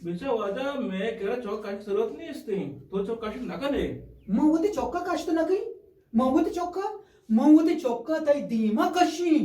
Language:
Eastern Balochi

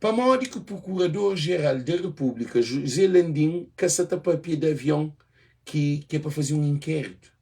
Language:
Kabuverdianu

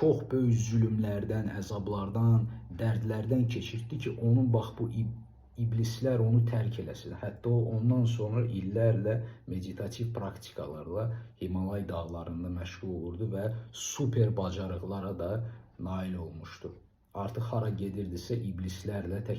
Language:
Azerbaijani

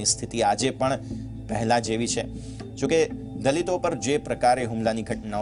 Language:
Gujarati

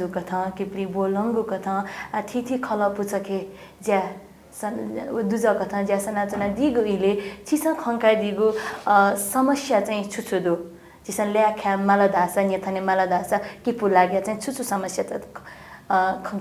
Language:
Newari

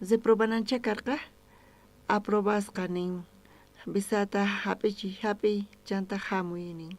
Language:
South Bolivian Quechua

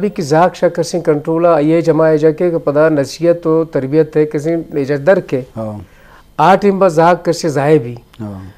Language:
Eastern Balochi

